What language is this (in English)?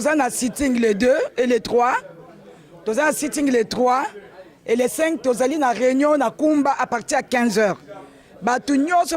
Lingala